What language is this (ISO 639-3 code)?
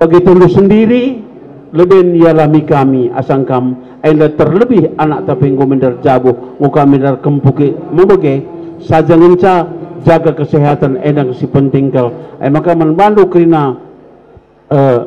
btx